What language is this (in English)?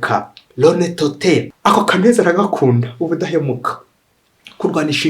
Kinyarwanda